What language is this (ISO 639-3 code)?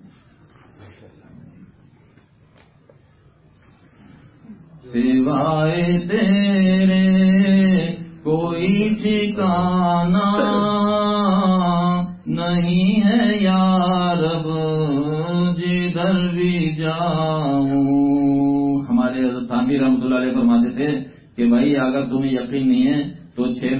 urd